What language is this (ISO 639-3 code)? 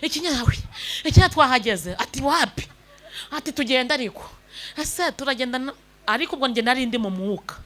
kin